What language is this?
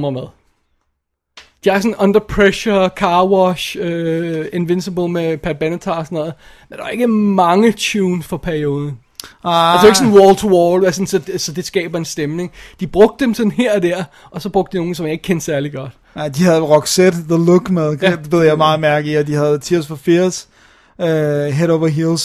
Danish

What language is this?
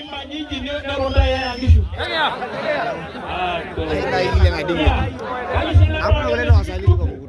Masai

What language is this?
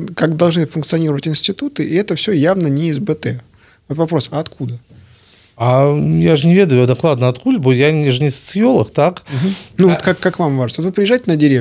Belarusian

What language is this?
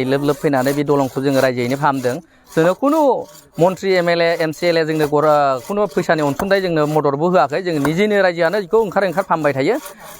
Bodo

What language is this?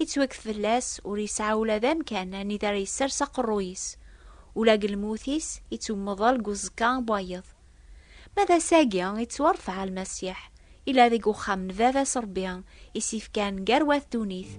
Kabyle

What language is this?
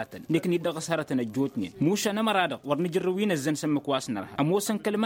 Tamasheq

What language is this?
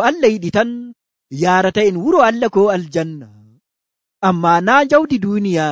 Nigerian Fulfulde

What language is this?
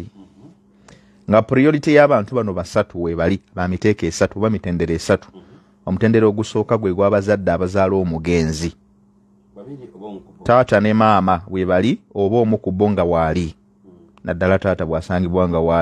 Ganda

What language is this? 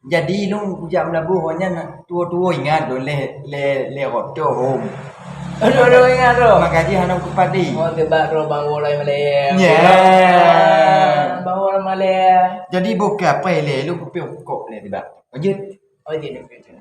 Achinese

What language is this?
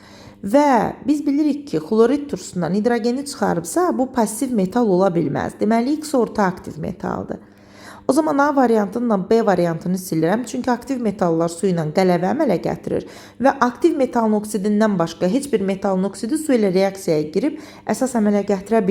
Azerbaijani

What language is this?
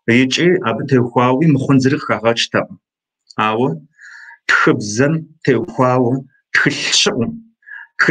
Kabardian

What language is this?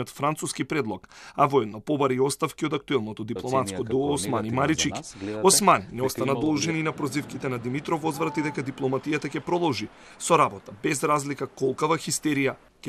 Macedonian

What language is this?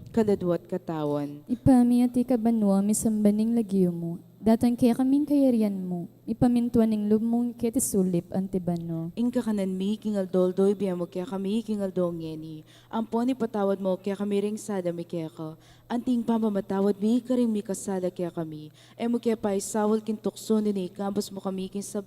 Pampanga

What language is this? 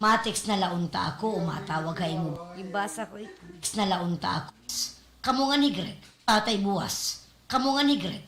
Waray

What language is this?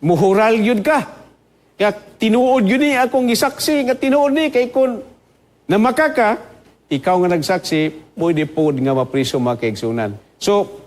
Cebuano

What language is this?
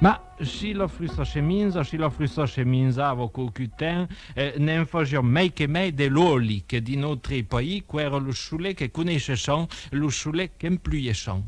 Occitan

